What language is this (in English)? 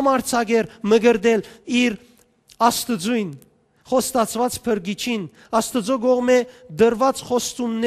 Western Armenian